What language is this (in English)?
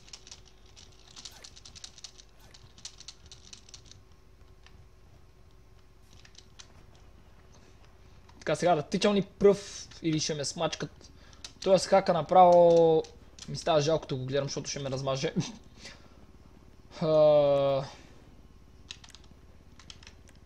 Bulgarian